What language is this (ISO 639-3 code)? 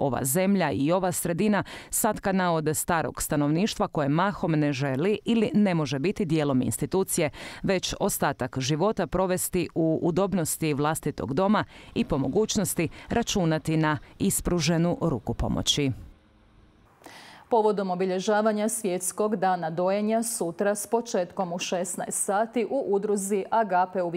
hrv